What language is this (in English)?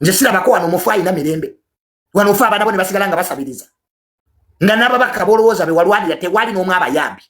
Ganda